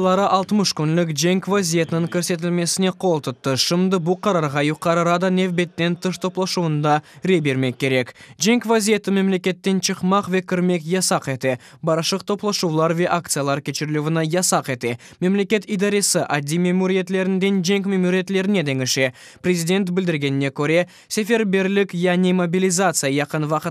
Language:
Crimean Tatar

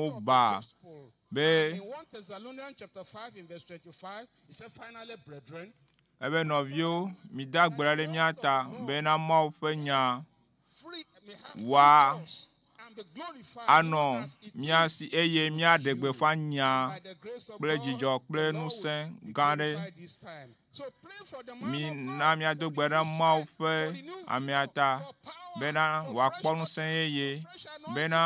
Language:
Ewe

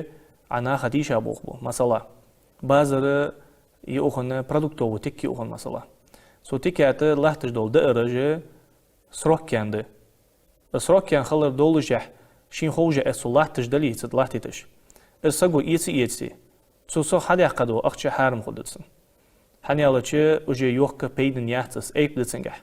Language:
Ingush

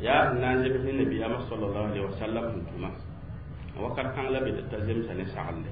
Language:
Mossi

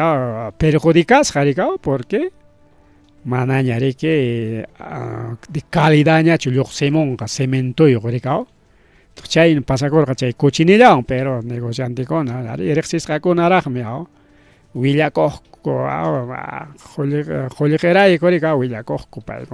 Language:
Ayacucho Quechua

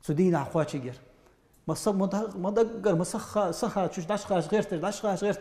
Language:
Ingush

